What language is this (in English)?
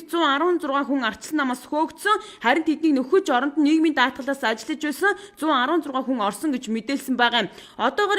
Mongolian